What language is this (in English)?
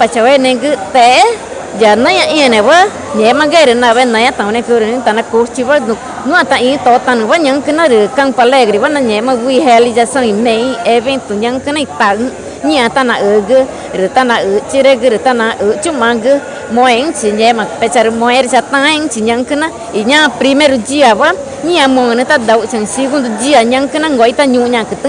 Ticuna